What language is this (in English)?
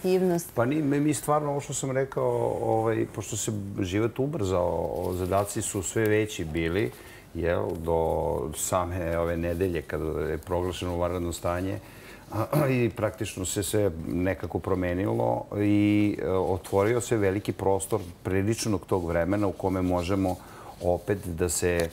Serbian